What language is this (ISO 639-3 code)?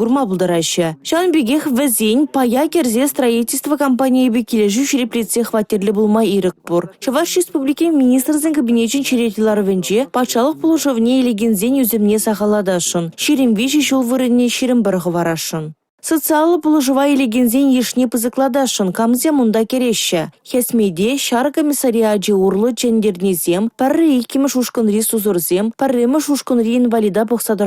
chv